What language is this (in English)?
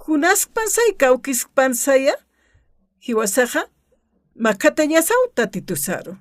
Aymara